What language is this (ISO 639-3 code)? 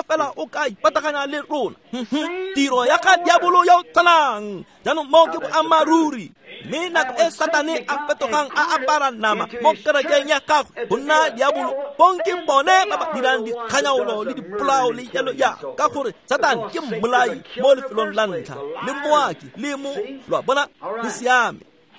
tsn